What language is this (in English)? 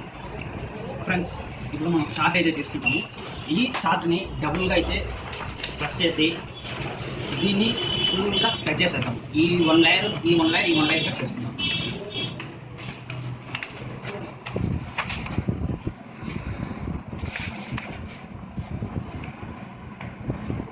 Telugu